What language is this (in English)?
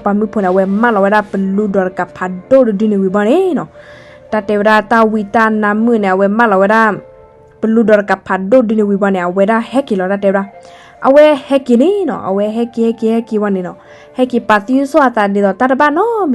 S'gaw Karen